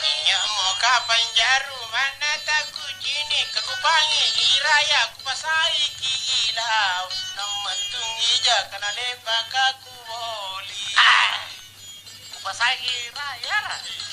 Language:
Makasar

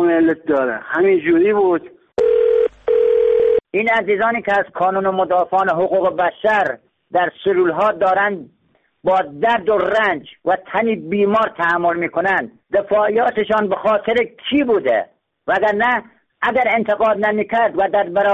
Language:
Persian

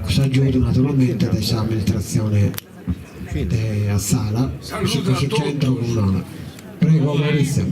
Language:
Sardinian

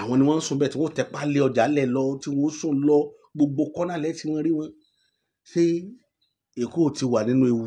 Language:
Yoruba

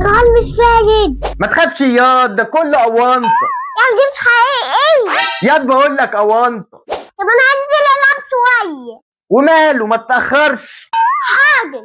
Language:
Egyptian Arabic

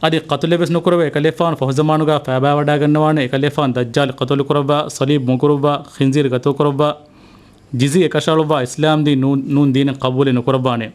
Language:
Divehi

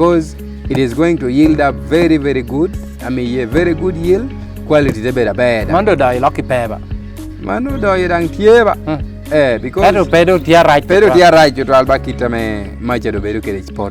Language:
Lango (Uganda)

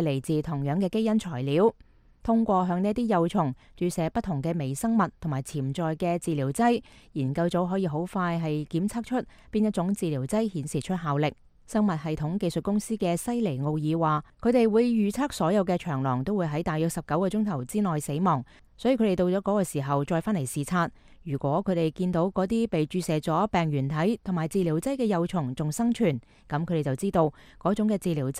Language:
Cantonese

